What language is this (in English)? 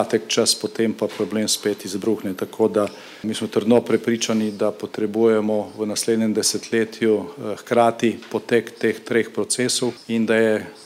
Slovenian